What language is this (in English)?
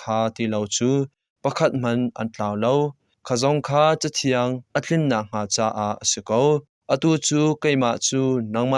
Hakha Chin